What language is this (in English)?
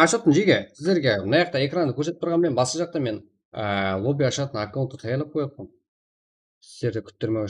Kara-Kalpak